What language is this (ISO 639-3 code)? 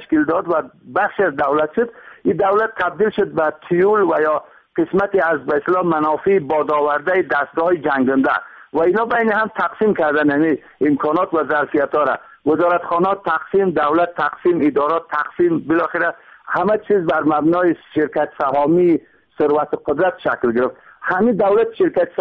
fas